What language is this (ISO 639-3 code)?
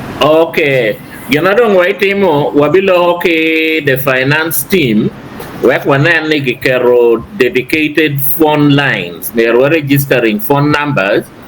ach